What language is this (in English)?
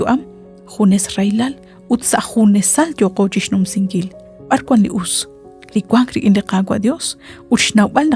Kekchí